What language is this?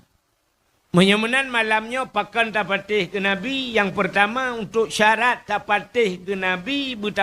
Achinese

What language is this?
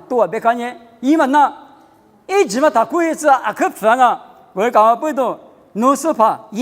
Lisu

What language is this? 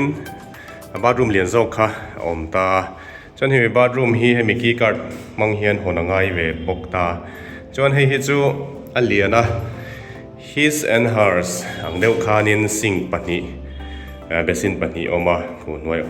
Mizo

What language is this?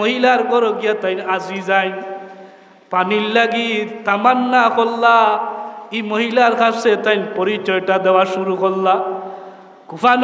Sylheti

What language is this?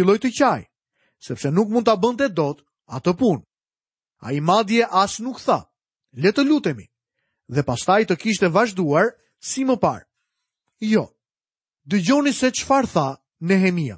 Albanian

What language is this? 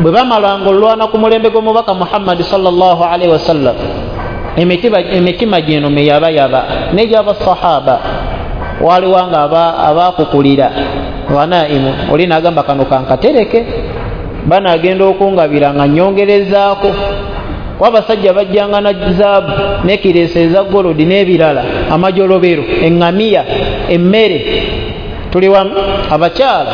Ganda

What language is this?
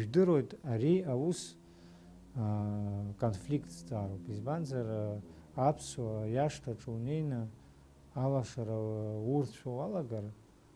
Abkhazian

